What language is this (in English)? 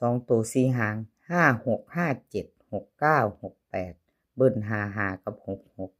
Northeastern Thai